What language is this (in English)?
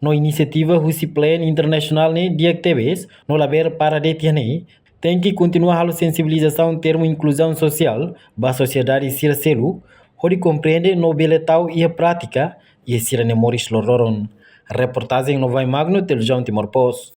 Tetum